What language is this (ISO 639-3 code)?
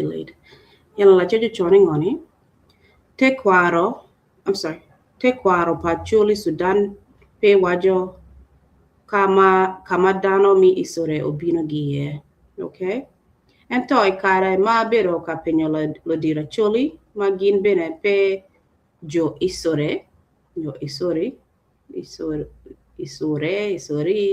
ach